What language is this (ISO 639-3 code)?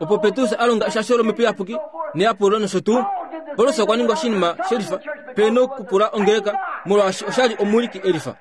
kua